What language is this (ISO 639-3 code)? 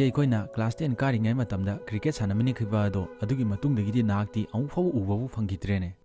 mni